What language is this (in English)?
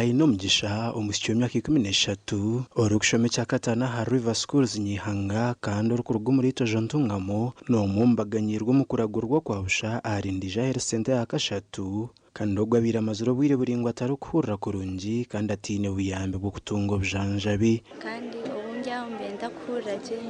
Nyankole